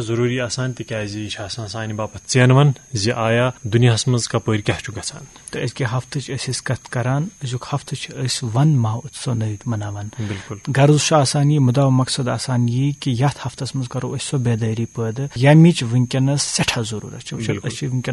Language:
Kashmiri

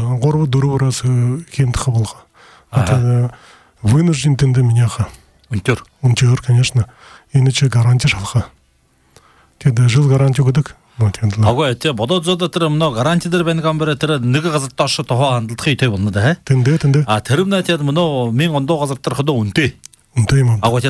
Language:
Buriat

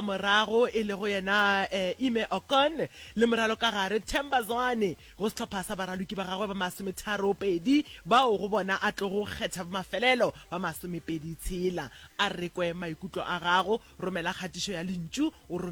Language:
Northern Sotho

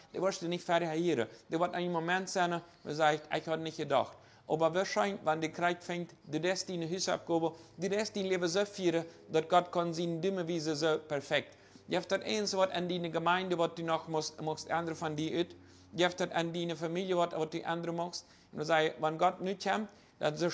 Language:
Plautdietsch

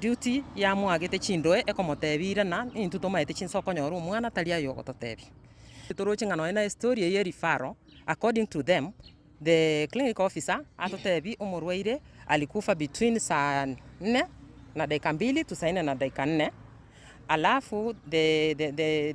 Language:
Gusii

